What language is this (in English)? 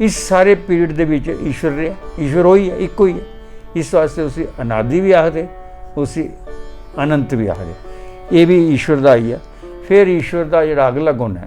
Dogri